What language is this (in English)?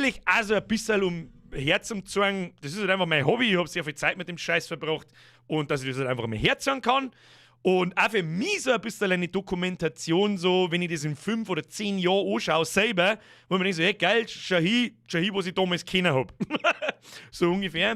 Bavarian